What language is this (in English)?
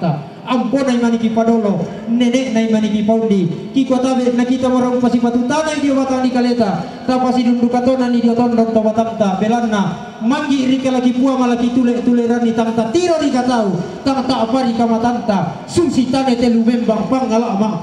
Toraja-Sa'dan